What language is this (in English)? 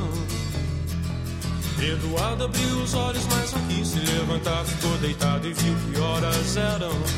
Portuguese